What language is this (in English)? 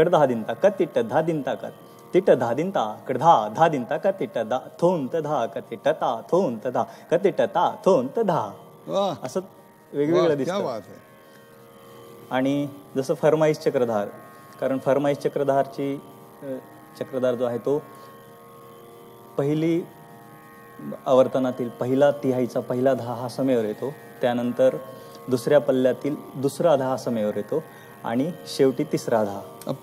Marathi